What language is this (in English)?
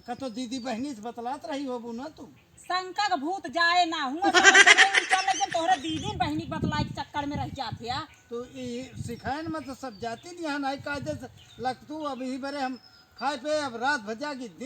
Awadhi